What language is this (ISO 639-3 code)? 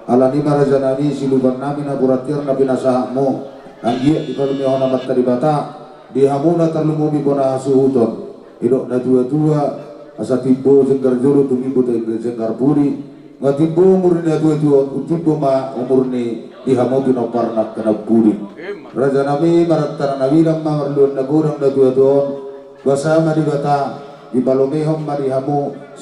bbc